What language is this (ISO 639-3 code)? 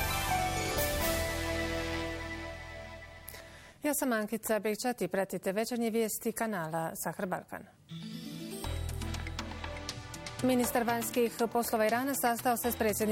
bos